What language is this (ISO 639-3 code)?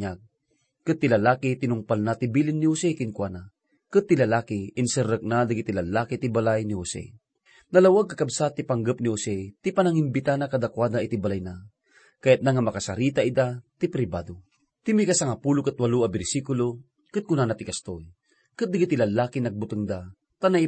ilo